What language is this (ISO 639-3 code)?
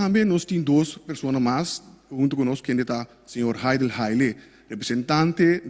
pap